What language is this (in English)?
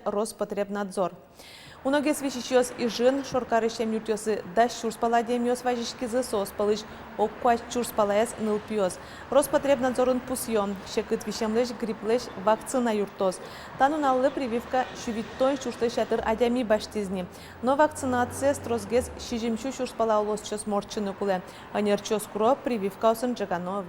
Udmurt